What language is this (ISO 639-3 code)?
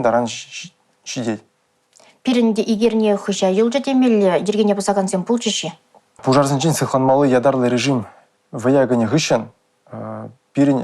chv